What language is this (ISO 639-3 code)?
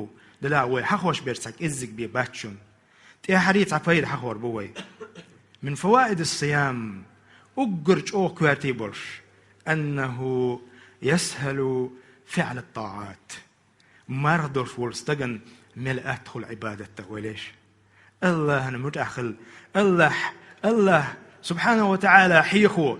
che